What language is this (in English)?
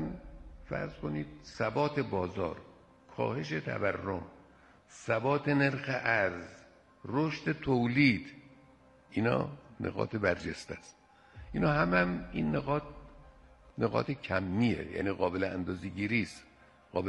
Persian